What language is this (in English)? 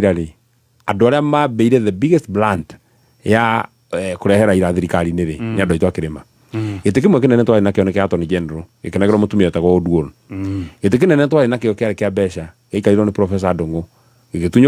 Kikuyu